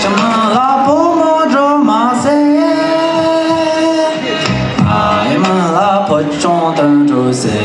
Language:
Tibetan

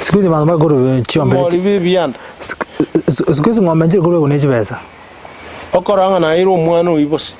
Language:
Gusii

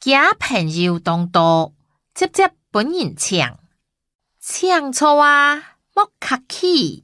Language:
Hakka Chinese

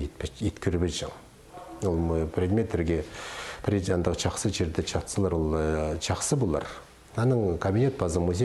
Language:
Khakas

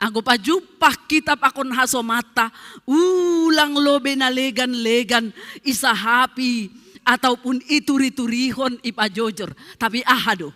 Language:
Batak Simalungun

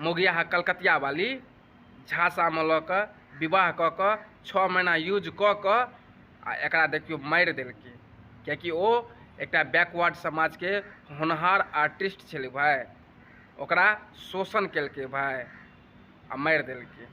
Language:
Maithili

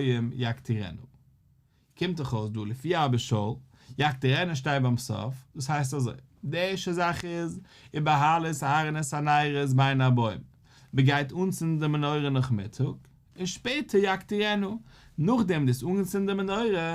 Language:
Yiddish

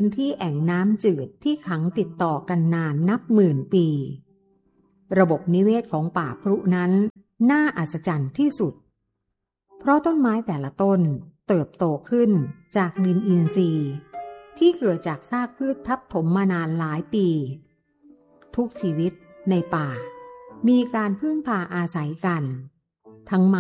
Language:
Thai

